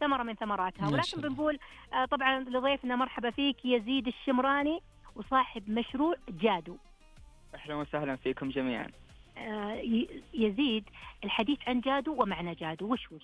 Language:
Najdi Arabic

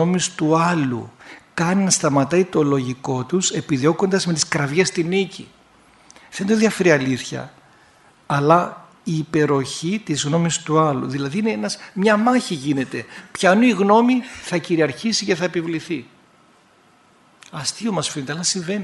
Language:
Greek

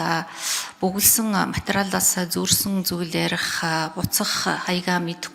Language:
Mongolian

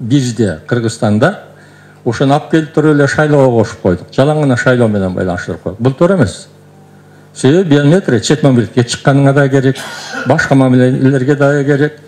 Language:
Kyrgyz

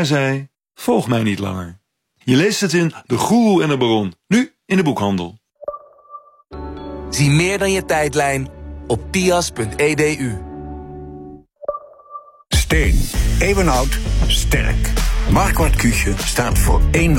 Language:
Dutch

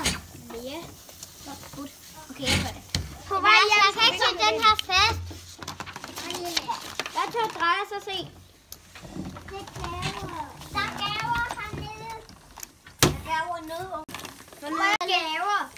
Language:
Danish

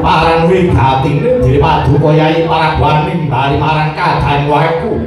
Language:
Javanese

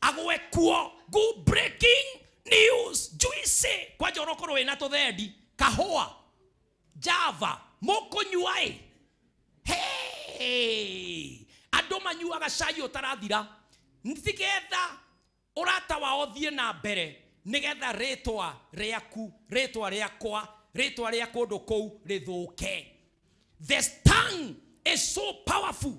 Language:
Kikuyu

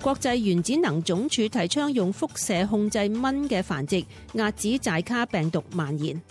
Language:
Cantonese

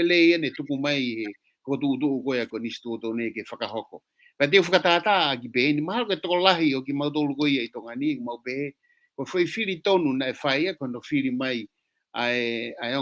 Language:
Tongan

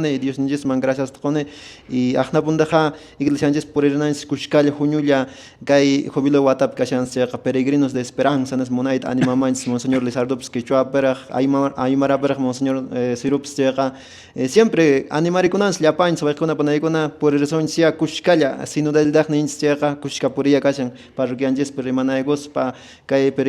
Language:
Quechua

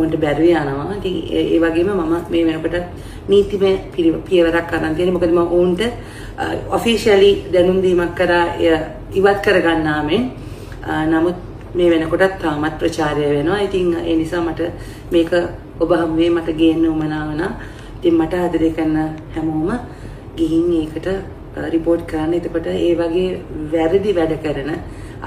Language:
Sinhala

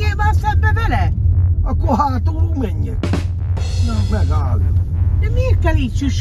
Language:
Hungarian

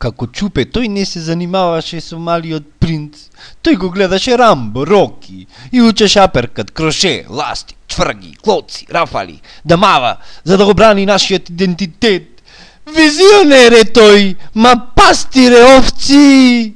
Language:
Macedonian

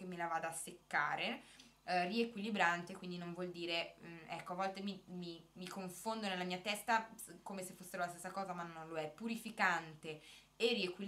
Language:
Italian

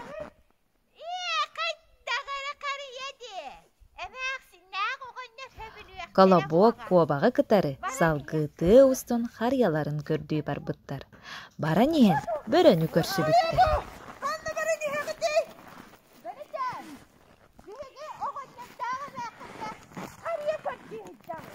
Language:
Yakut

